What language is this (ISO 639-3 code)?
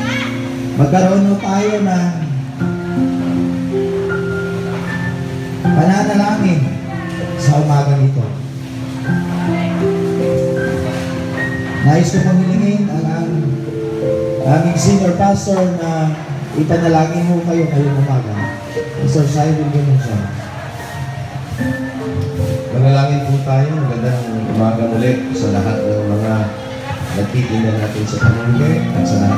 fil